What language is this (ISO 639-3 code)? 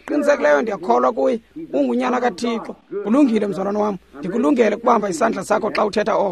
xho